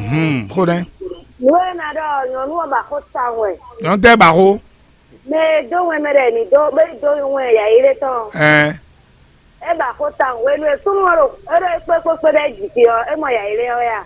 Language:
Fon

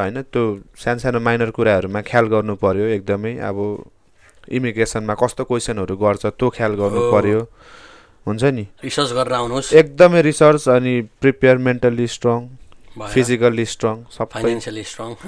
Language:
Nepali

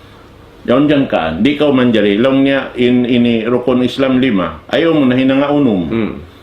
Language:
Tausug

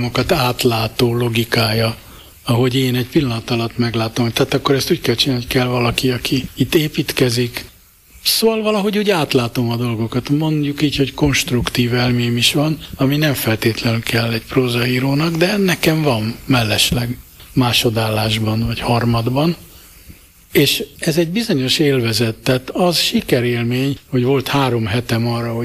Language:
Hungarian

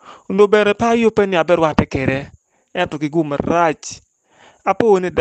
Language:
Acoli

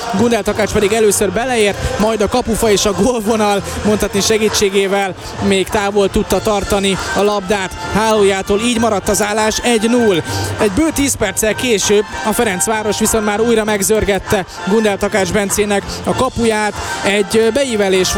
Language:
Hungarian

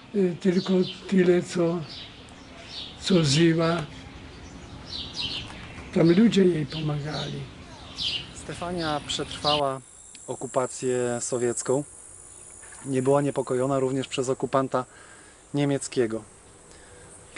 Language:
Polish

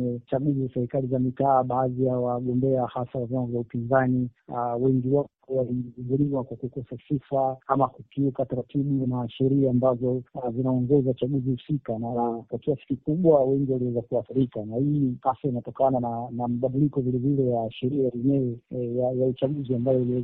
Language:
Swahili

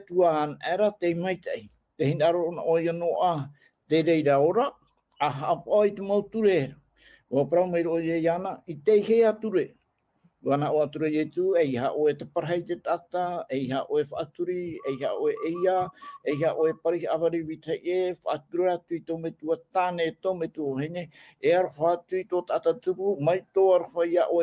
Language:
Tahitian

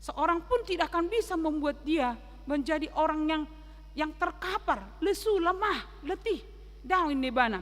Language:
Batak Toba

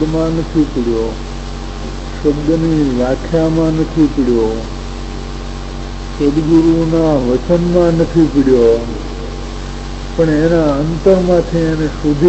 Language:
Gujarati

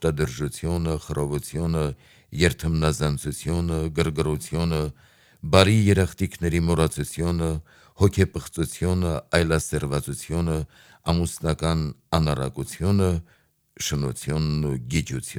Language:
Armenian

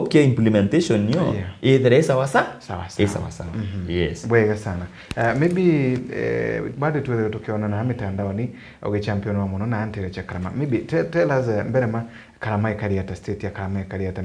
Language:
Meru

